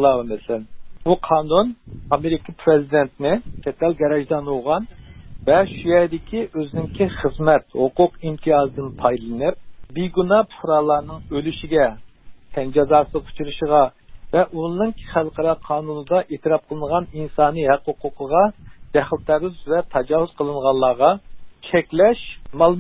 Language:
Uyghur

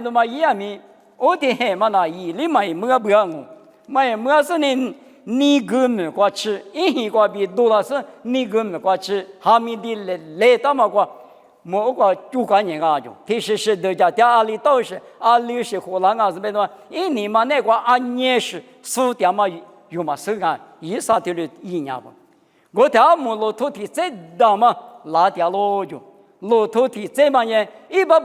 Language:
Lisu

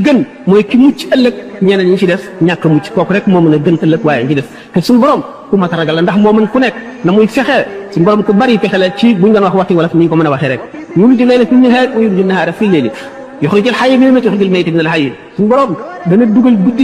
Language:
Wolof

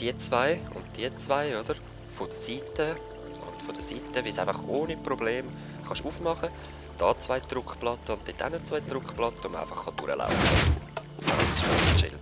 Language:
Swiss German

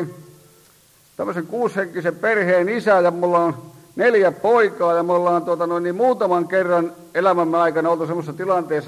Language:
Finnish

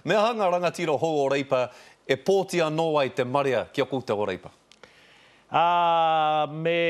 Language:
Māori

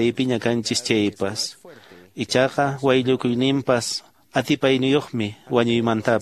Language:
Quechua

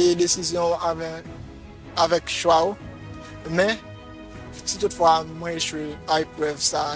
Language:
Haitian Creole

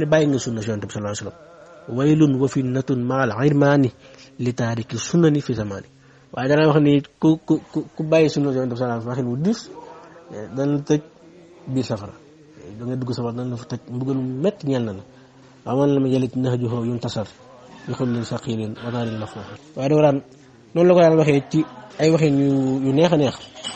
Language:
Wolof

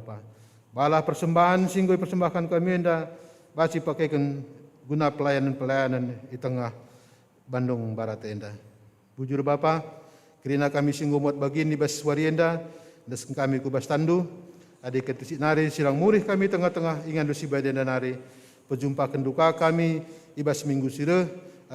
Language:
Batak Karo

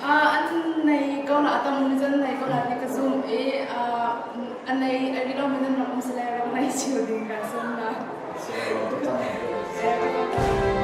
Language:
Hakha Chin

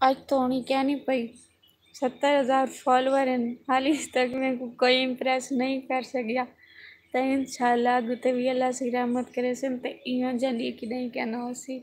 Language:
Saraiki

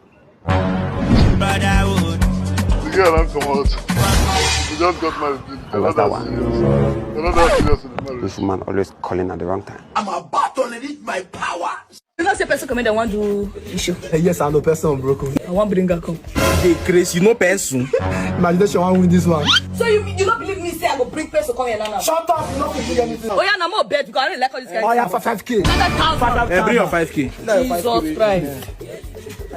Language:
Nigerian Pidgin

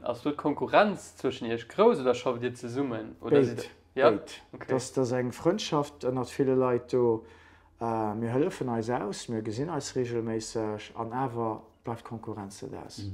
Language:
Luxembourgish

